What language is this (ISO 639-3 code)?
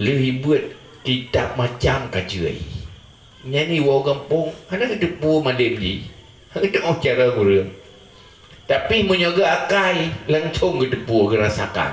ace